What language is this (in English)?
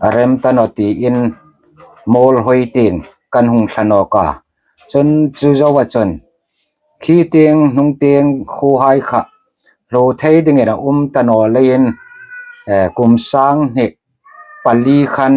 Hmar